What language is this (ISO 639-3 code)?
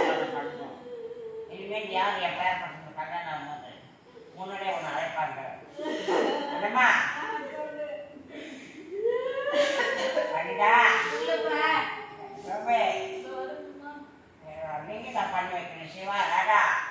tam